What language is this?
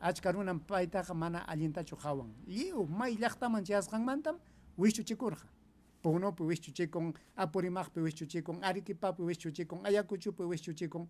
Ayacucho Quechua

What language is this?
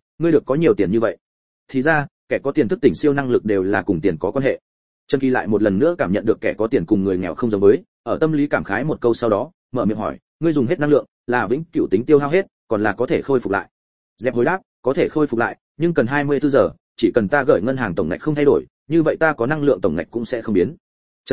Vietnamese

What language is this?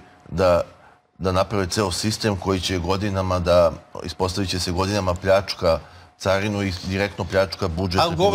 Serbian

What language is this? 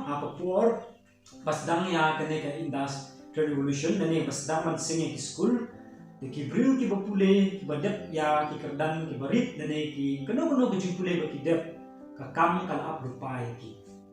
Khasi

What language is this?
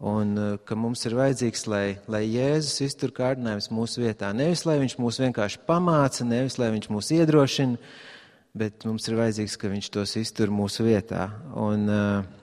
Latvian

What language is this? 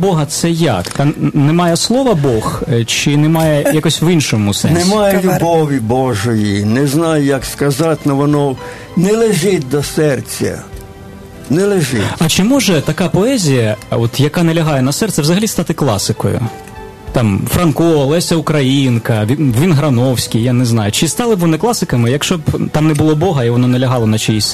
Ukrainian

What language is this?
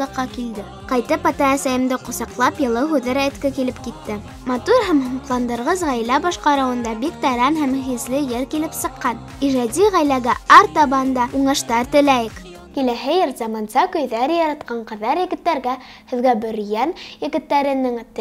Bashkir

